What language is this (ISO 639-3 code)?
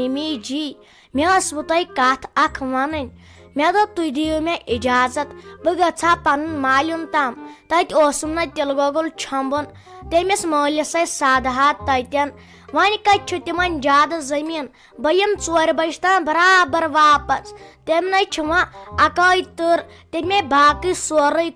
kas